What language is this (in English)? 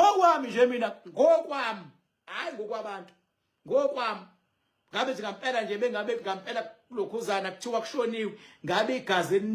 Zulu